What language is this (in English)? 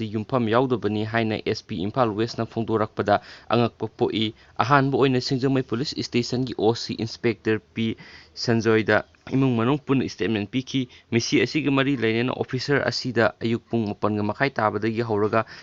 Manipuri